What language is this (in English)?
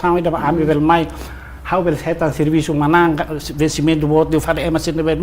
Tetum